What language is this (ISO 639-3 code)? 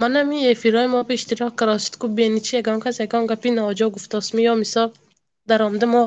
tgk